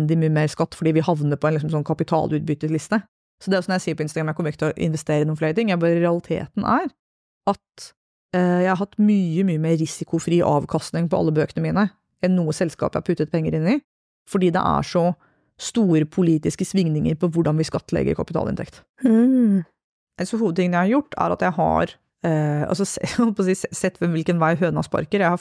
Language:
Norwegian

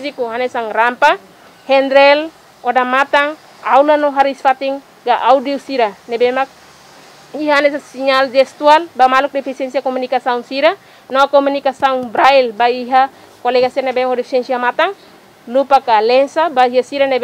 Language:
Tetum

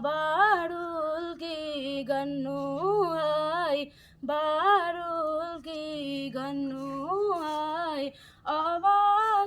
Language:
Nepali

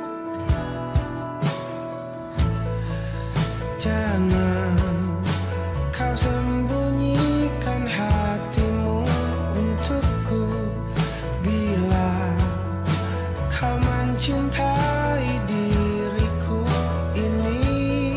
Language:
Indonesian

